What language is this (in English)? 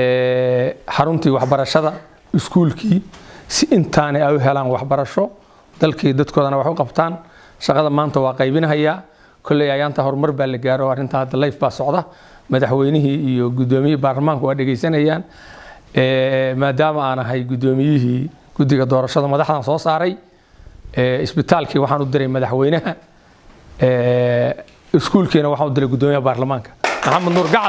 Somali